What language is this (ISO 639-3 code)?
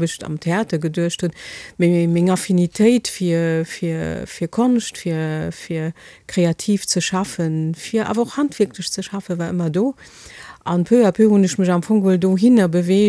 ltz